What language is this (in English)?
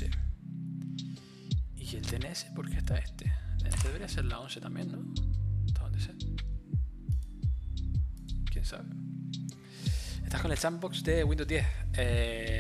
Spanish